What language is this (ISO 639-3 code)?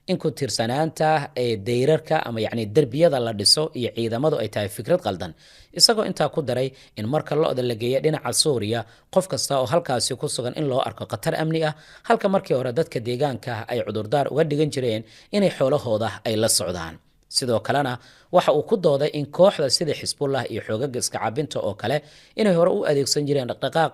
som